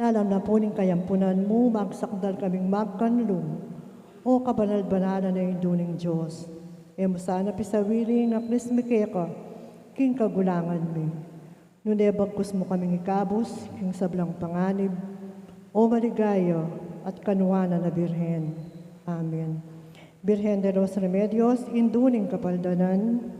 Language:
Pampanga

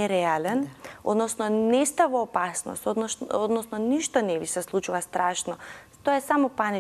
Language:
Macedonian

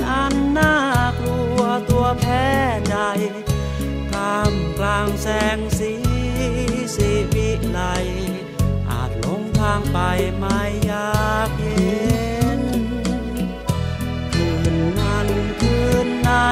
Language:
Thai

